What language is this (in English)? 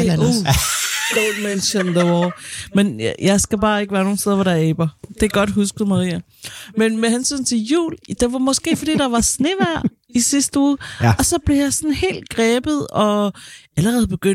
Danish